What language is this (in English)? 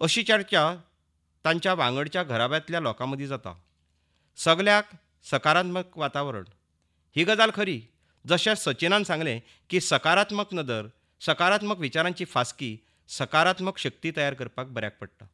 Konkani